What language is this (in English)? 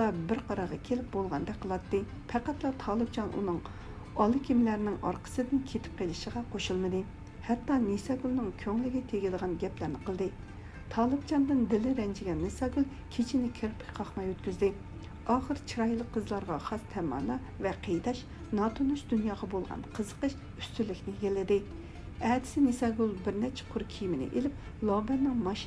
Uyghur